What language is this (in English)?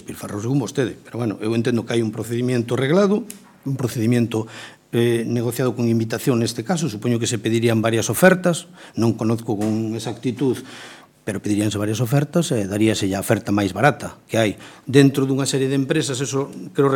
Galician